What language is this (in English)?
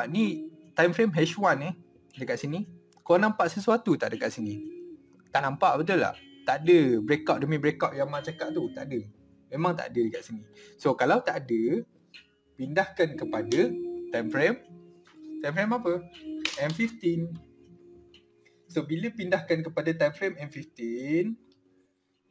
Malay